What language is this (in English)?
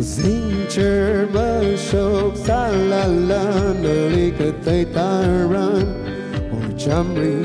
Tangkhul Naga (India)